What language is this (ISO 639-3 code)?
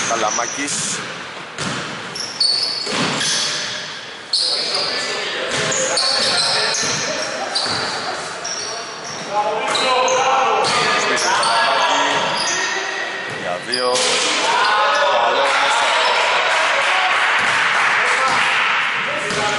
ell